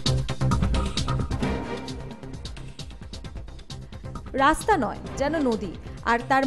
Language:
Bangla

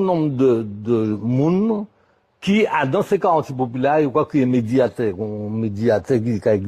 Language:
Guadeloupean Creole French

